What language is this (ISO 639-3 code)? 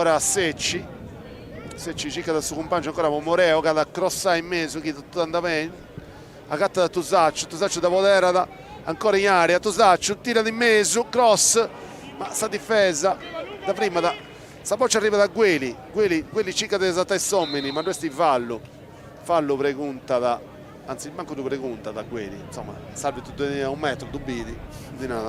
srd